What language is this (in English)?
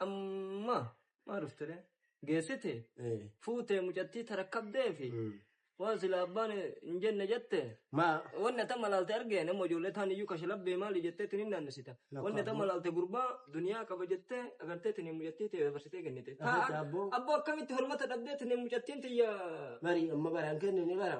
Oromo